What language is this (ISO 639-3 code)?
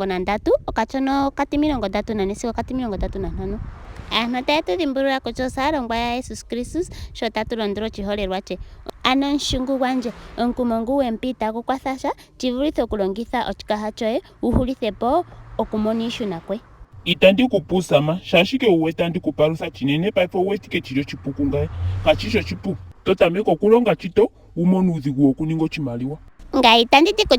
ndo